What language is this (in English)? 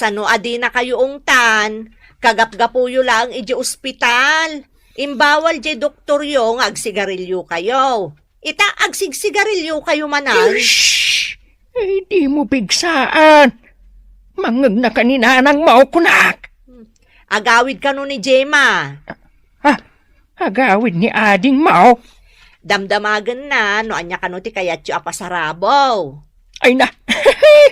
Iloko